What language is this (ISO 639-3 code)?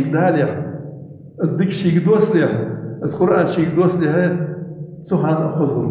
inh